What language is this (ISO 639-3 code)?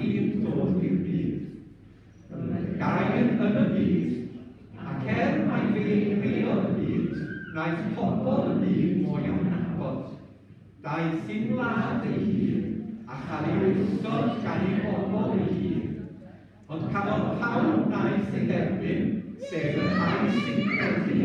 cym